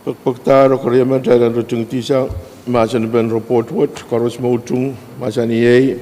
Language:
Pohnpeian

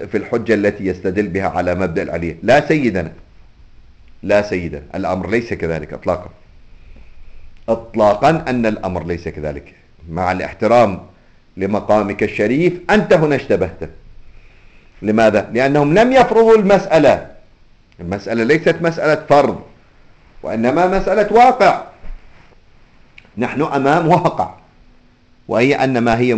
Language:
Arabic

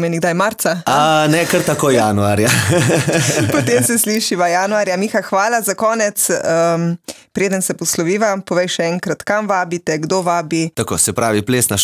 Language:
Slovenian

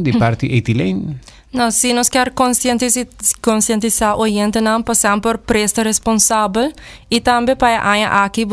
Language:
Papiamento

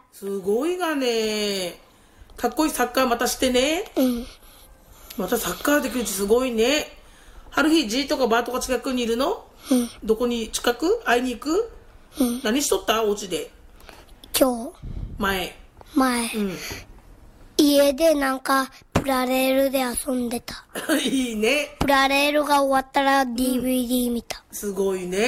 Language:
Japanese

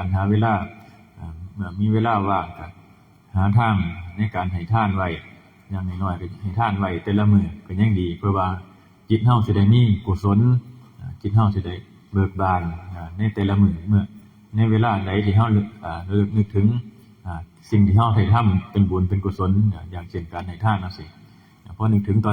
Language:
Northeastern Thai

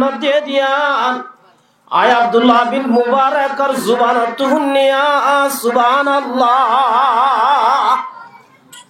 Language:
Rohingya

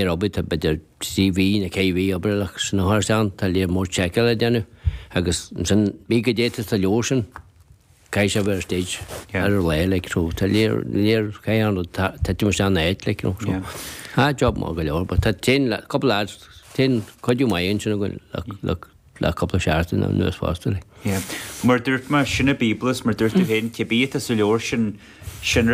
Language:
Irish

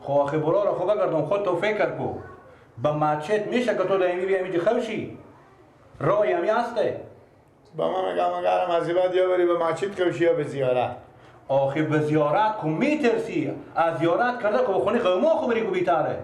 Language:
Persian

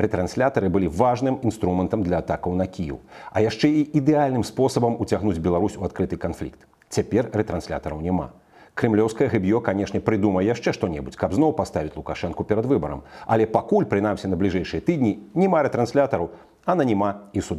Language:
Belarusian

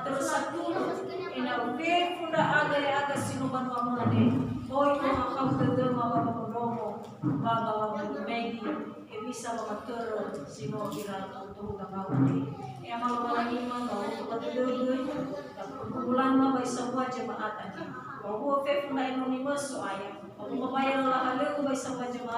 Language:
Nias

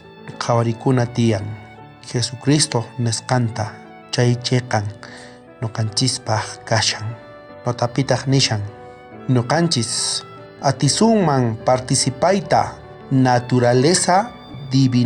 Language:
South Bolivian Quechua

